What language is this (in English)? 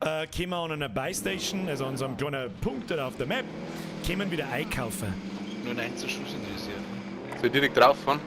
Bavarian